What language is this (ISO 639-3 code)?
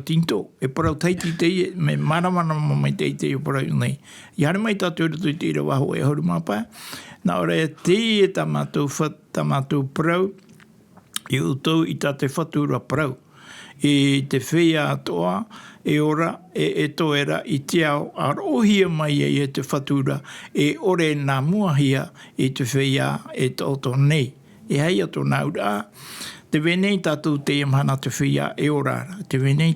tah